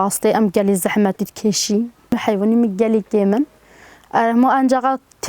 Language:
Kurdish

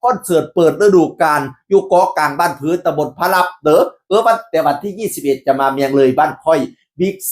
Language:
Northeastern Thai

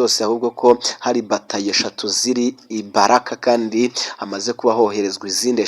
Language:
Kinyarwanda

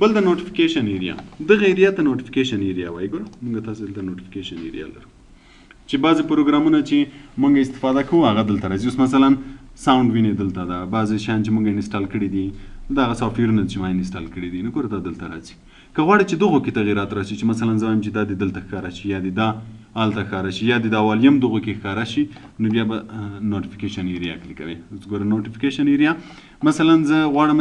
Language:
Pashto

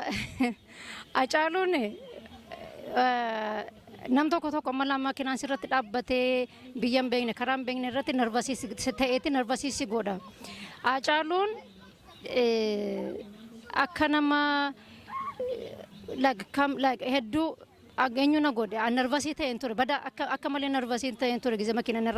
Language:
Oromo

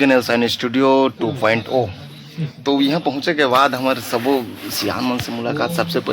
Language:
Chhattisgarhi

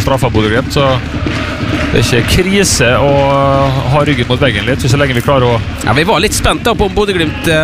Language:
Norwegian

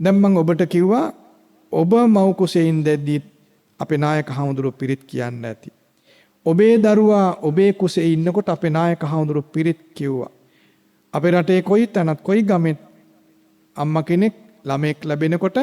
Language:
Sinhala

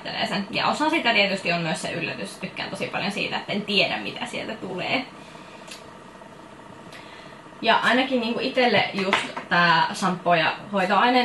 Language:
Finnish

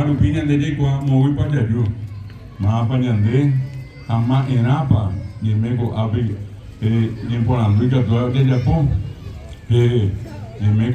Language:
Guarani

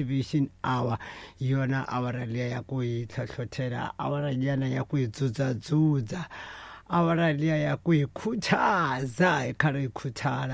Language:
Tsonga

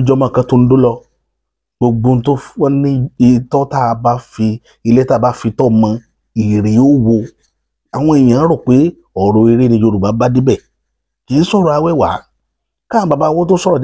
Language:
Yoruba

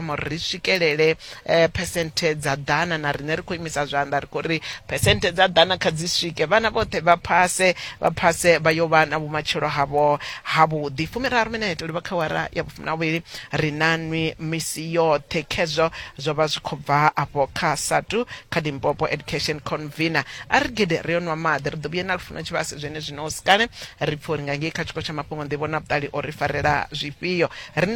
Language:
Venda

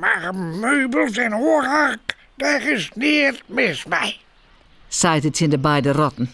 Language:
Western Frisian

